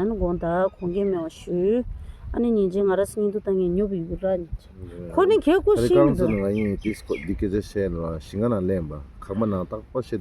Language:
Tibetan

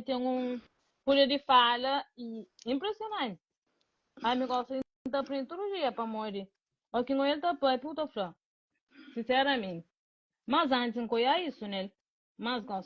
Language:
Kabuverdianu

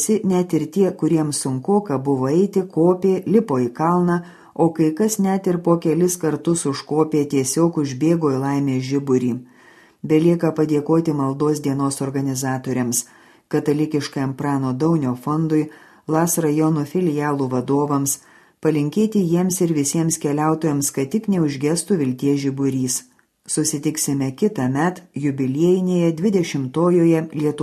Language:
Lithuanian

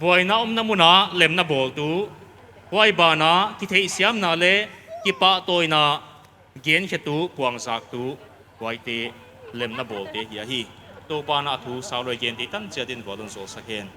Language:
Paite Chin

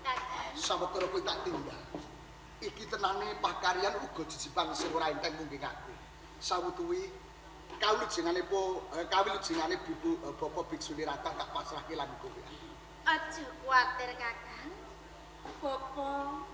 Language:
Javanese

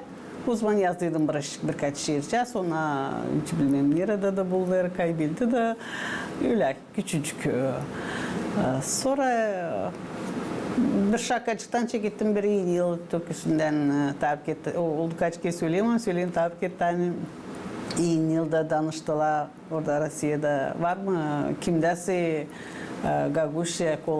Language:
Gagauz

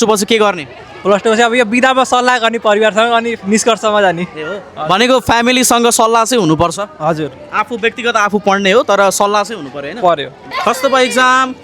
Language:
Nepali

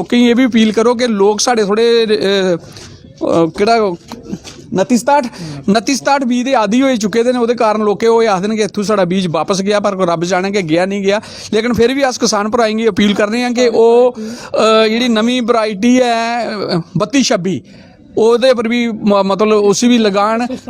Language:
Dogri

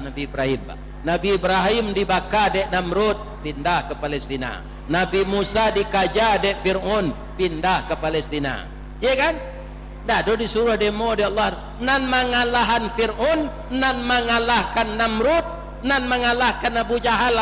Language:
Minangkabau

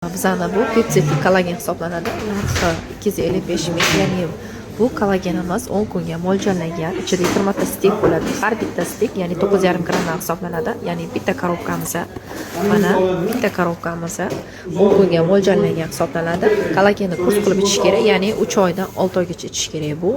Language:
Uzbek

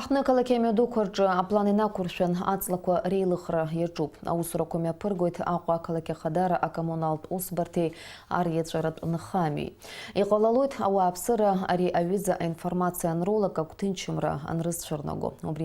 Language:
Abkhazian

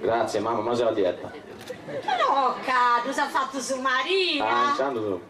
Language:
Sardinian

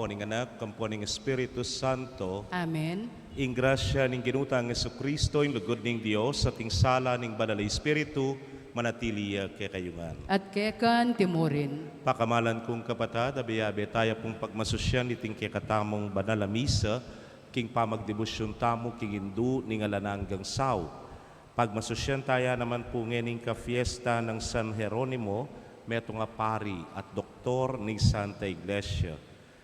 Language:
Pampanga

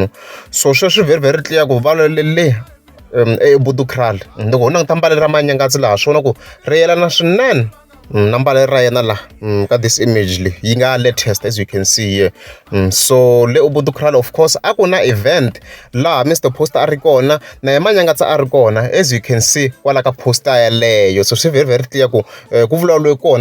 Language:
Tsonga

